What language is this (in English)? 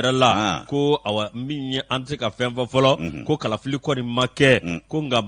Bambara